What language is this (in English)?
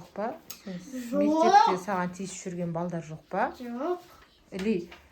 Kazakh